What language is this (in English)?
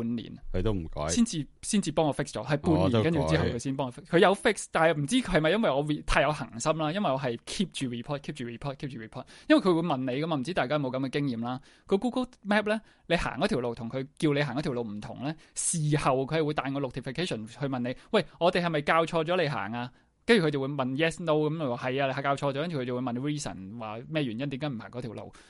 Cantonese